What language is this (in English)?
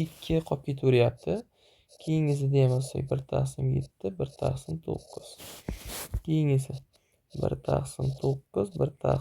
Uzbek